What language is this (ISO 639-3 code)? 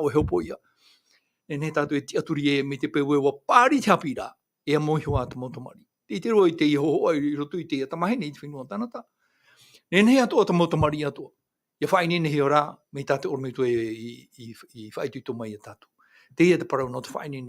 tah